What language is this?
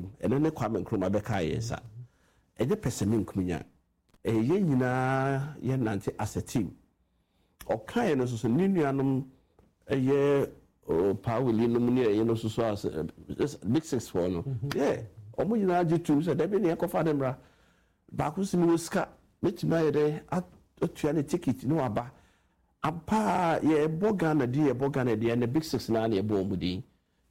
Akan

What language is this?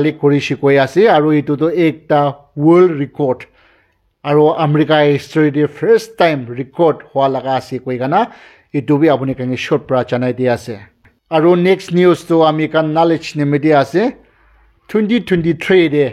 Naga Pidgin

